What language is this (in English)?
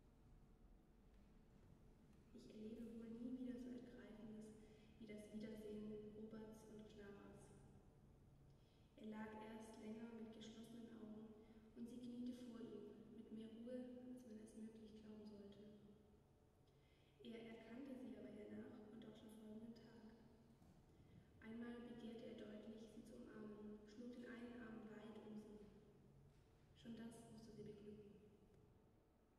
German